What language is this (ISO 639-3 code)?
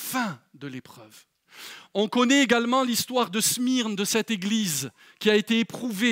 fra